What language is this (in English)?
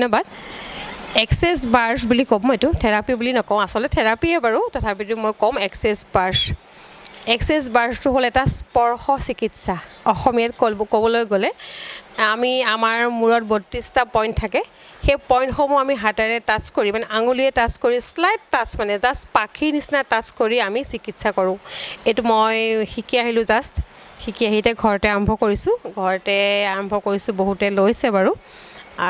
Assamese